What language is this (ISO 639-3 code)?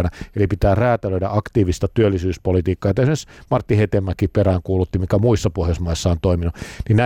fin